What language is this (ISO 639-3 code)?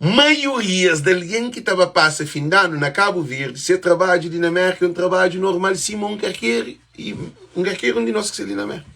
kea